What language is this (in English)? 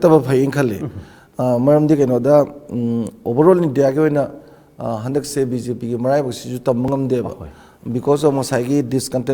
Manipuri